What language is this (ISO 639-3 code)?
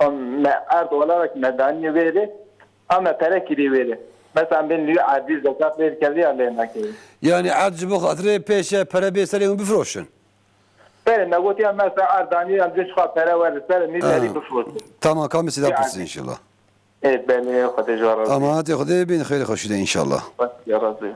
kur